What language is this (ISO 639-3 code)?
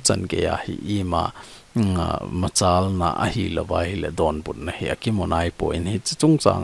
tcz